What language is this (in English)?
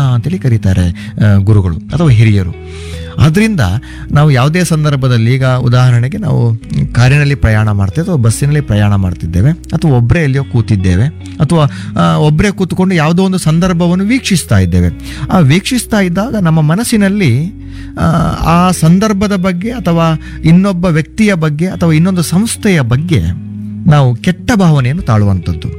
Kannada